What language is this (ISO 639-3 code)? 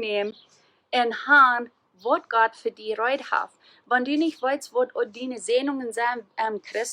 pdt